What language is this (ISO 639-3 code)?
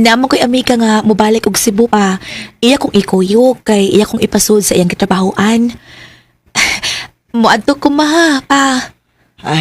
ceb